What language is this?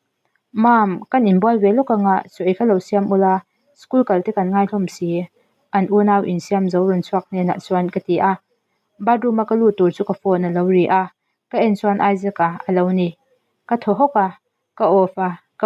Mizo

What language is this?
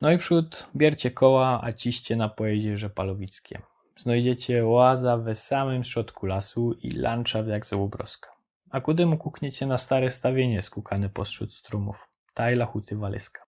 Silesian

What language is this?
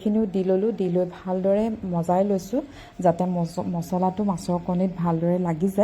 Assamese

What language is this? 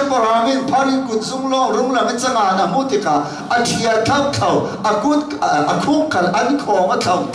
Hakha Chin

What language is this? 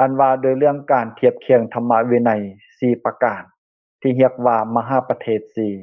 Lao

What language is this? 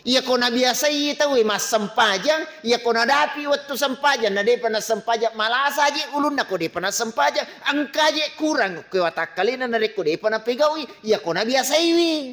Buginese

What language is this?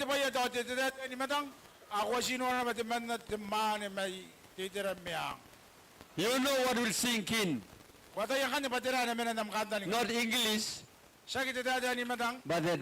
Gilbertese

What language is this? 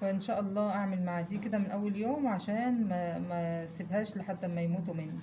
Egyptian Arabic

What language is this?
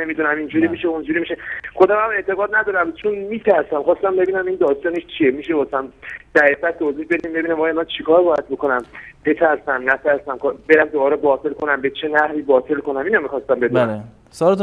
Persian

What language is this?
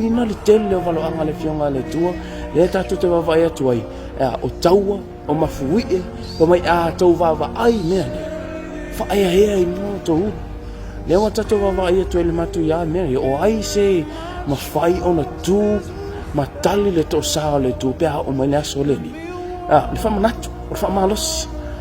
Samoan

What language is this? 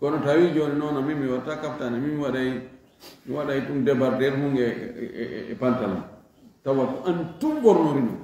Fula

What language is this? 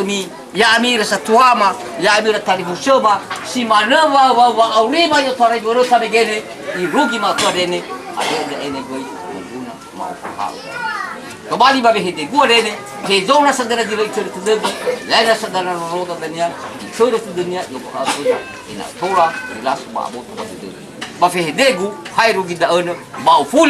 Nias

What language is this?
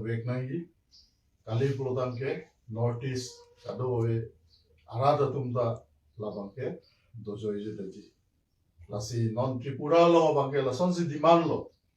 Karbi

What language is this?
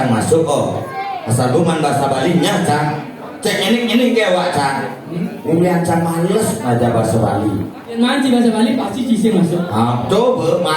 Balinese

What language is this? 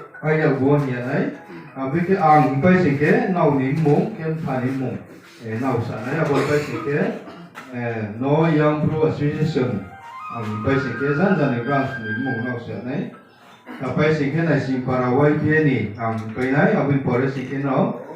Riang (India)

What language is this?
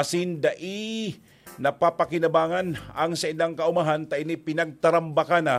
Bikol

